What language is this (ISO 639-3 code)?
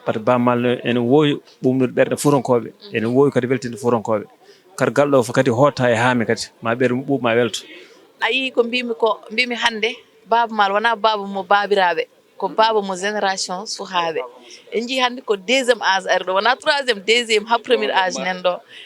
ful